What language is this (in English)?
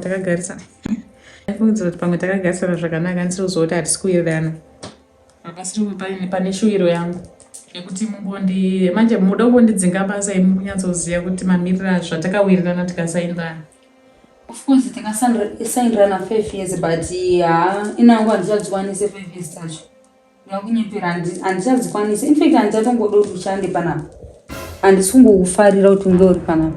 Shona